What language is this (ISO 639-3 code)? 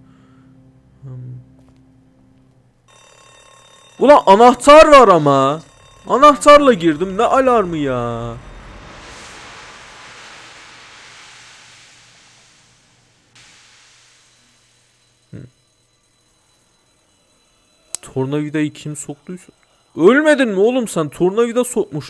tur